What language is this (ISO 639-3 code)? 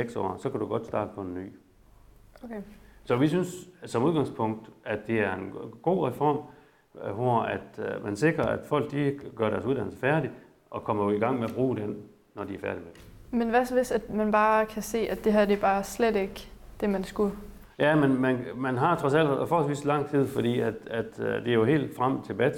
dan